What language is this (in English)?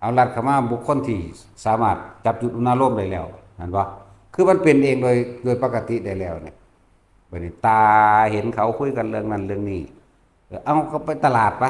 Northeastern Thai